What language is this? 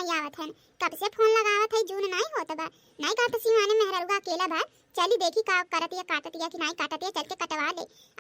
Bhojpuri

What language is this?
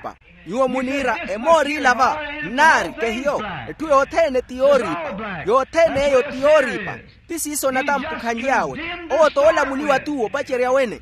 Makhuwa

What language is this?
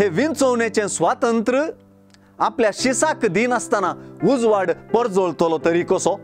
Konkani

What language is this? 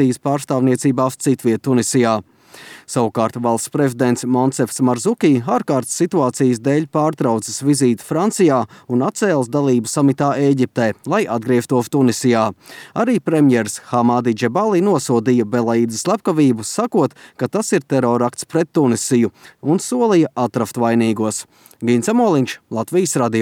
Latvian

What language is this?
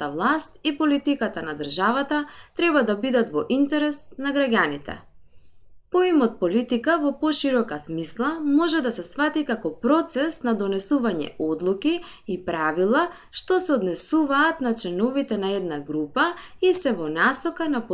Macedonian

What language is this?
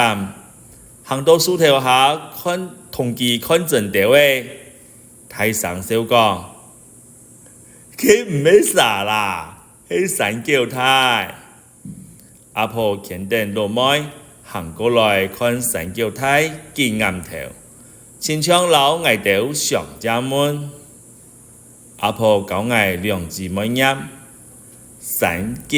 Hakka Chinese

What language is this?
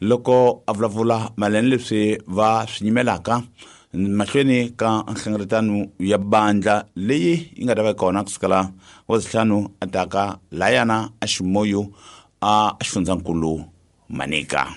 Tsonga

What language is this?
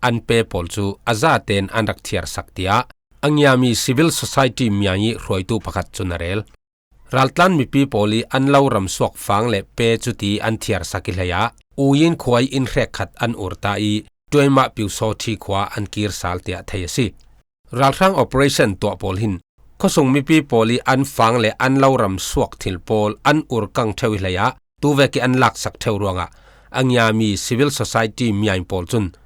Falam Chin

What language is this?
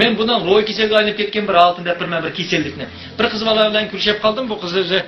Uyghur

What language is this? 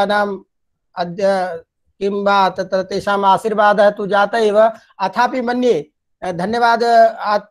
Sanskrit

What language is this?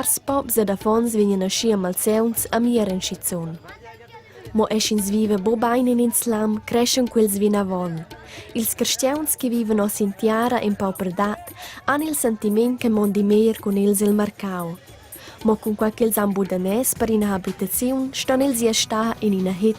Romansh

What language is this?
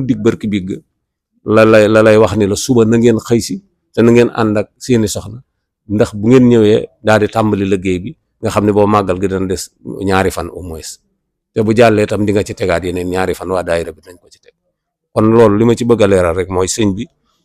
Wolof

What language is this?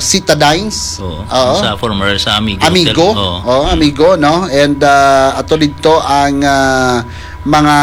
Hiligaynon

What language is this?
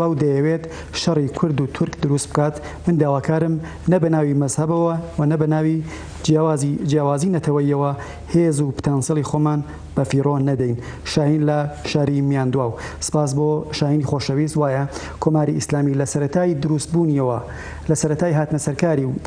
Central Kurdish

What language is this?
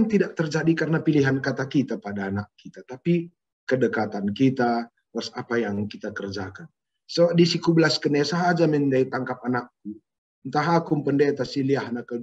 Batak Karo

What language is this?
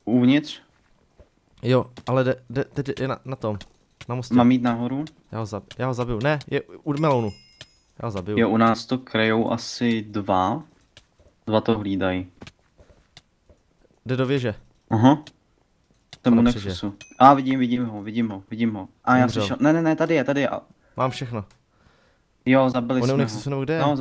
Czech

